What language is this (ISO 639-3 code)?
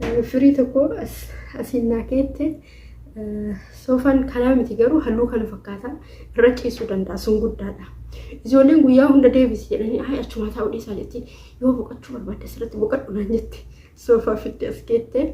orm